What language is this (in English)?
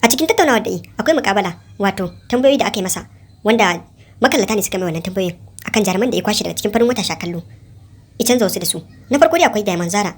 Hausa